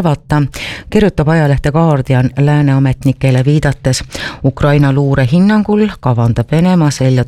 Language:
Estonian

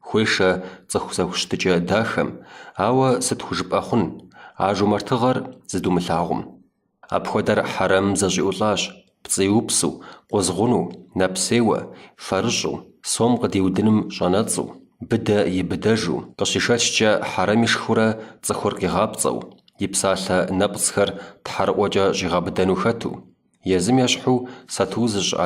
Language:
Kabardian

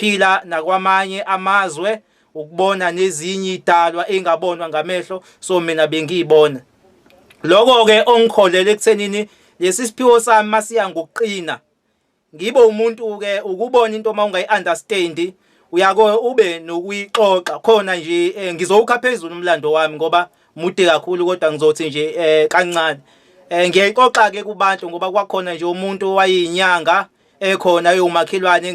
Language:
Zulu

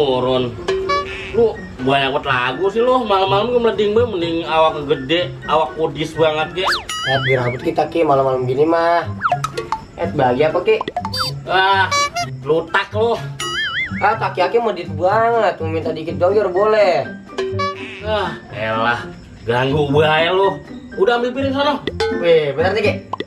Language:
Betawi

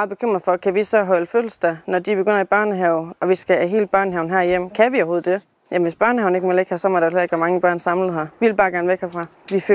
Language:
Danish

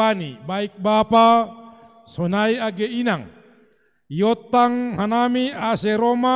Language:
Batak Simalungun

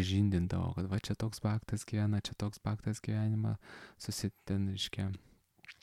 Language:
Lithuanian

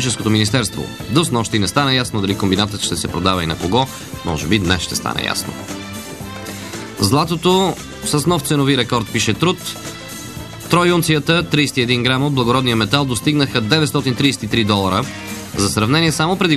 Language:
Bulgarian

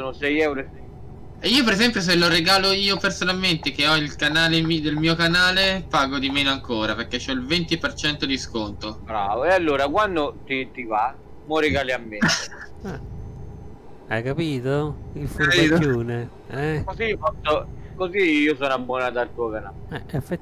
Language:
Italian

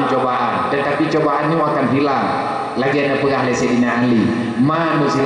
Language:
Achinese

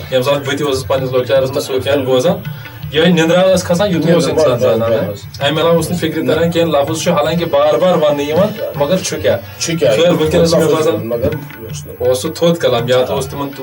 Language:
Kashmiri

